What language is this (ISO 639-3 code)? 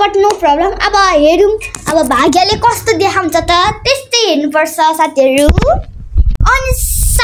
nep